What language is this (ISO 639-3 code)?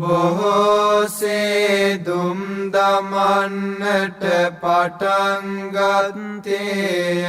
sin